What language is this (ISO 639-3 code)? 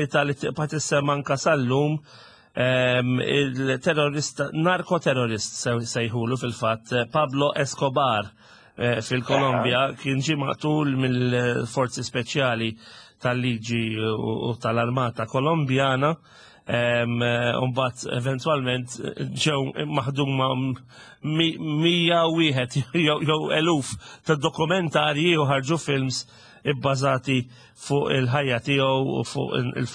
mlt